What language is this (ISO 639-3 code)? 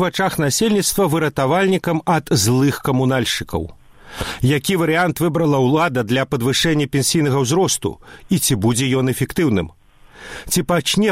bel